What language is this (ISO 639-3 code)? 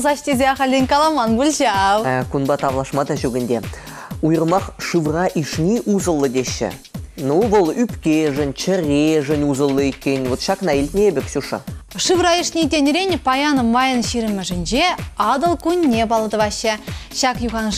chv